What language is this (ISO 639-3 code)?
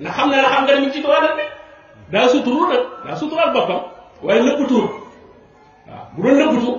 wol